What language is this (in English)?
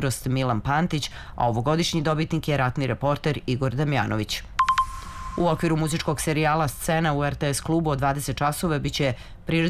Serbian